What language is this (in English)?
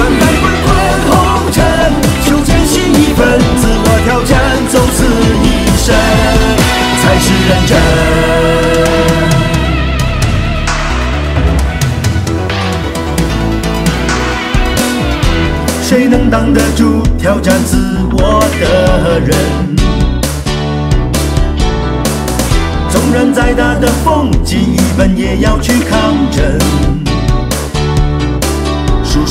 Chinese